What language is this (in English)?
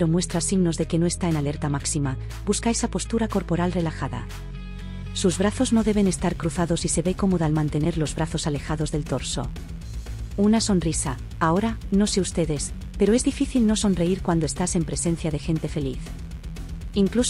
Spanish